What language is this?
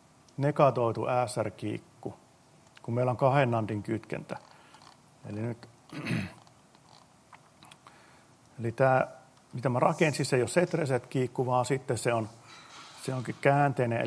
Finnish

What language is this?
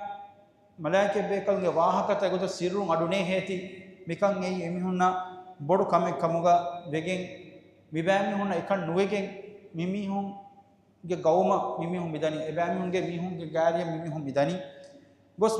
Divehi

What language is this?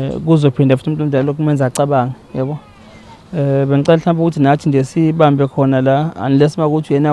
Zulu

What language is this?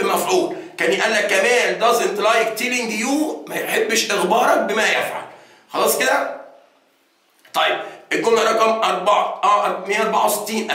Egyptian Arabic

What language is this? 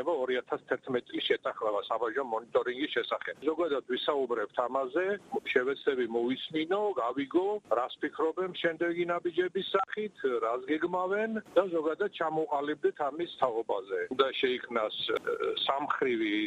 Georgian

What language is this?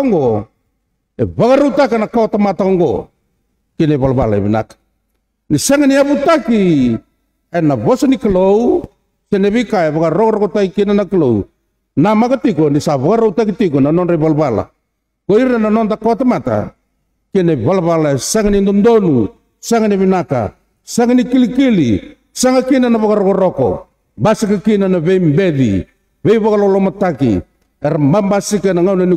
Fijian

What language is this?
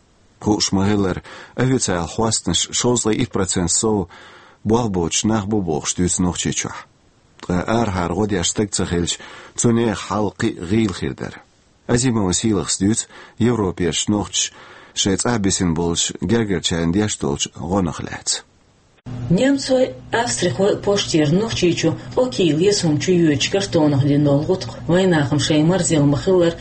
Chechen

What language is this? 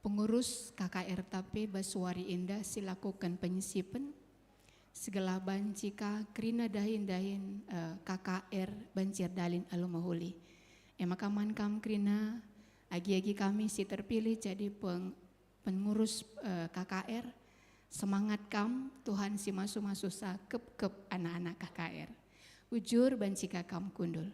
Batak Karo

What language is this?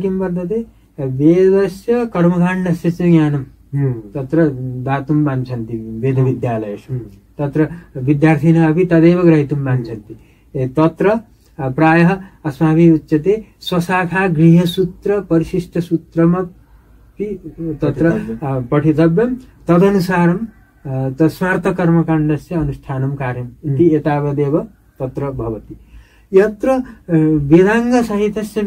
Sanskrit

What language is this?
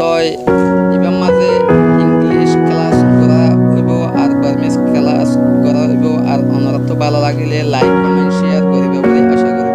Rohingya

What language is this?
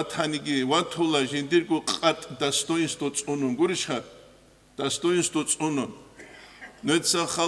Avaric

